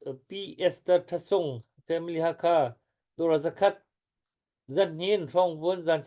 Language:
Hakha Chin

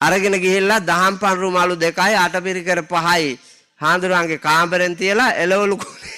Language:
Sinhala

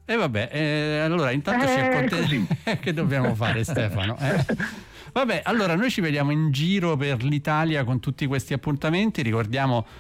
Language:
Italian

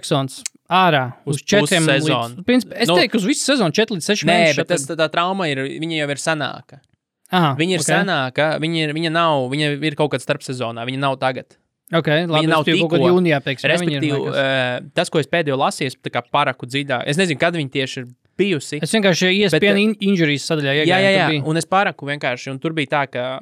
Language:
Latvian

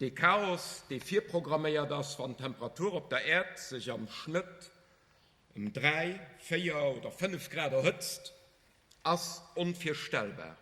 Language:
Luxembourgish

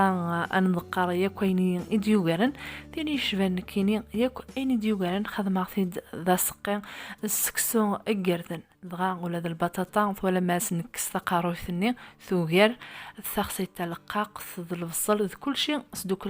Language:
Kabyle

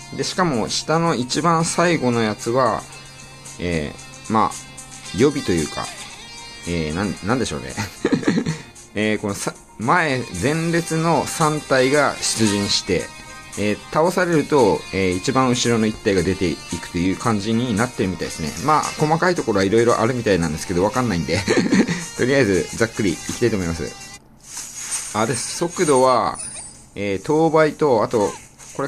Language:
Japanese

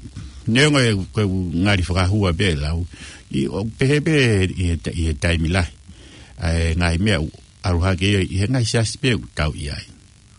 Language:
Tongan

